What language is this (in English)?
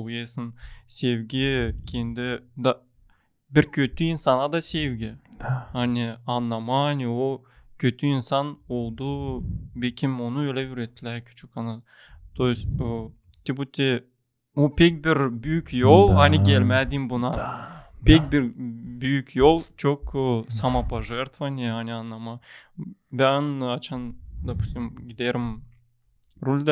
Gagauz